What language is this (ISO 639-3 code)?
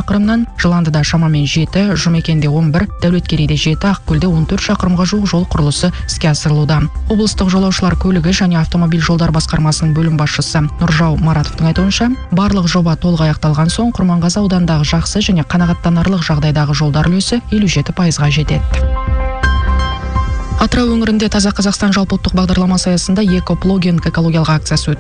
kaz